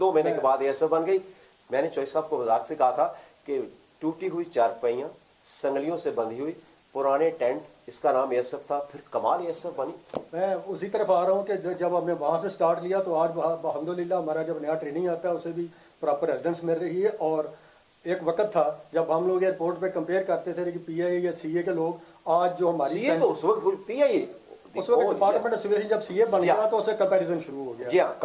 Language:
Urdu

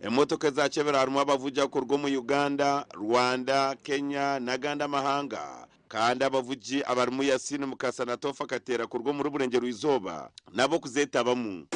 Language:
Nyankole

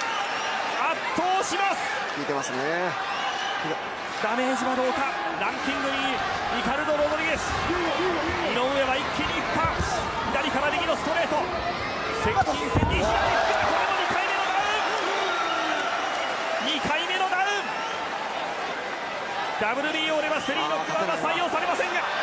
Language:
Japanese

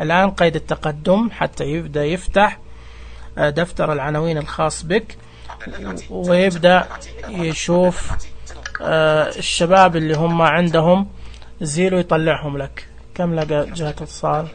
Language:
Najdi Arabic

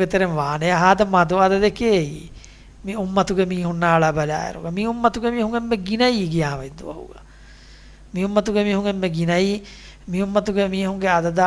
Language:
Divehi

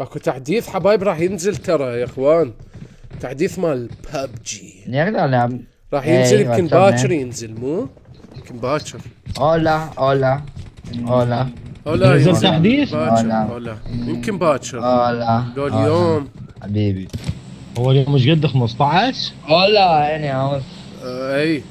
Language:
Mesopotamian Arabic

